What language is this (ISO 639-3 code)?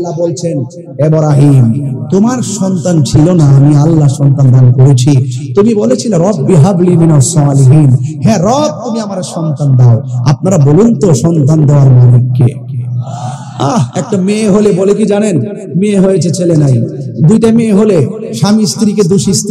ben